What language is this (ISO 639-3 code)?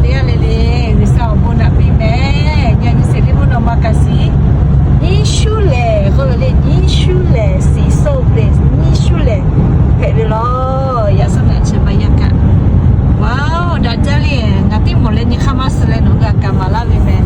lhu